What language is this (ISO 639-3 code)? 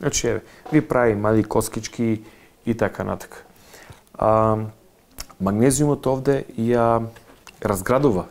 mkd